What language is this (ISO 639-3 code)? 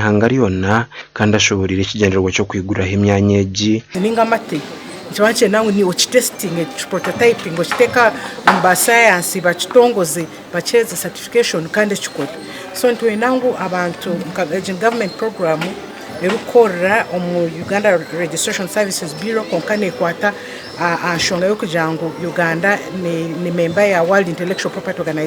nyn